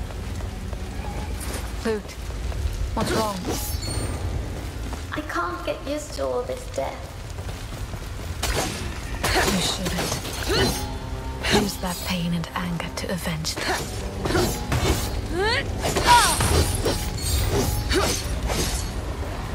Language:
English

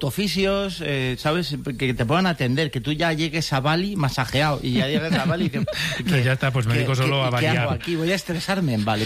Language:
Spanish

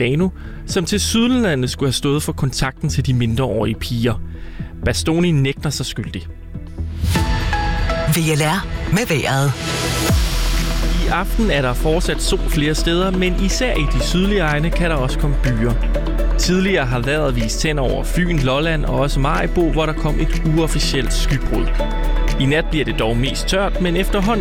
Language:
Danish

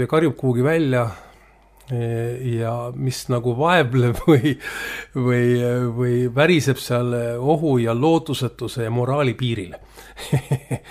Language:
Estonian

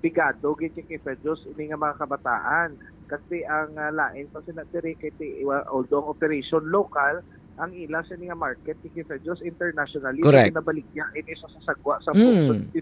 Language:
Hiligaynon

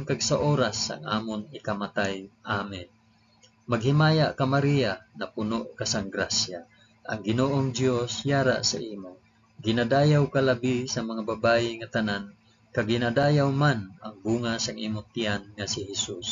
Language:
Hiligaynon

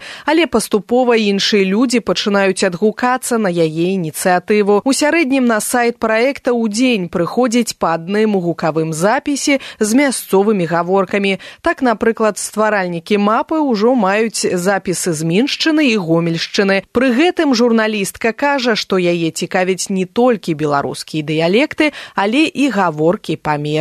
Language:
Belarusian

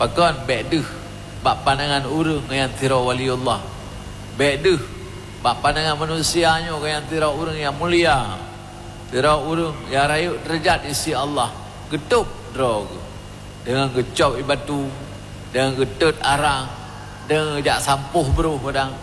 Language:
Achinese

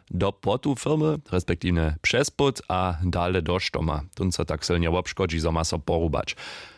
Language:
Upper Sorbian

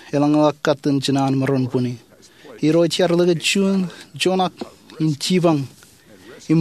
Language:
Marshallese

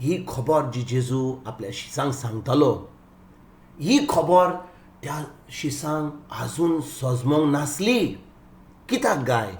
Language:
Konkani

